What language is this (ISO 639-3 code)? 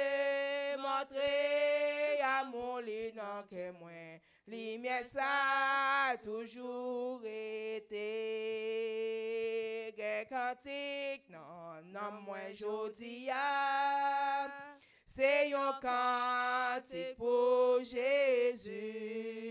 hat